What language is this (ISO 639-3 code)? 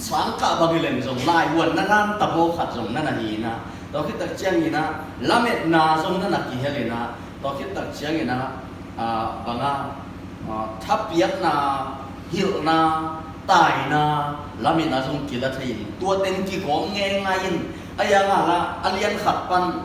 ctd